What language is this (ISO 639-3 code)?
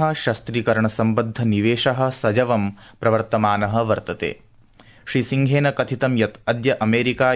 san